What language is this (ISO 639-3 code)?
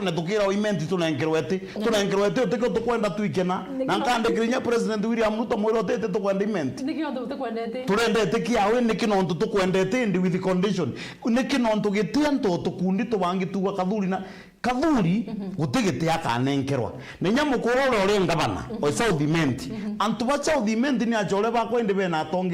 mer